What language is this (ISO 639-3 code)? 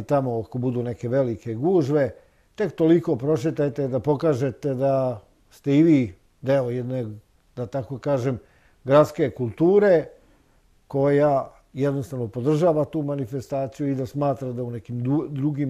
srp